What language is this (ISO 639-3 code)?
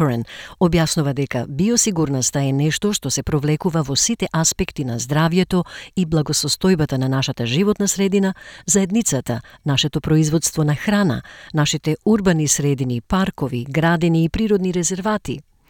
mkd